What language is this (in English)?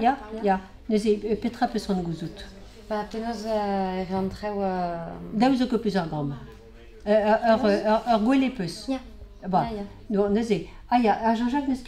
Breton